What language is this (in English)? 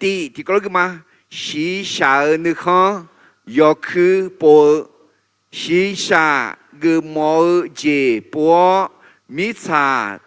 Akha